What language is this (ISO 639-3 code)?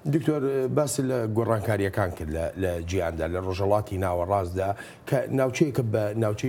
ckb